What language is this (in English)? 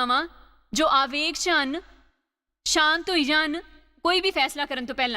Dogri